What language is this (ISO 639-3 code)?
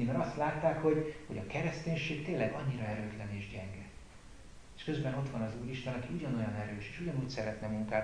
hun